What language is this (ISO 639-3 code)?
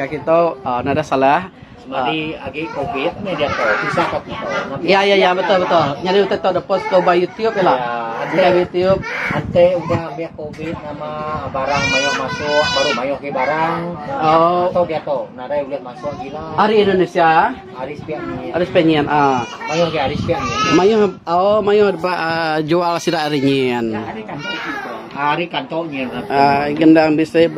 iba